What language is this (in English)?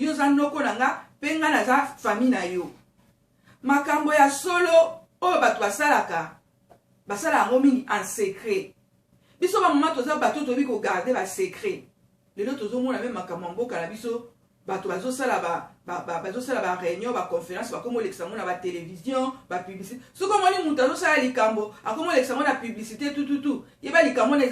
Lingala